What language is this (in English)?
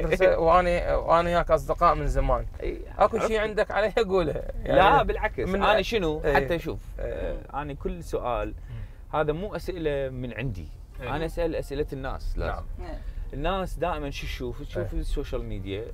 Mesopotamian Arabic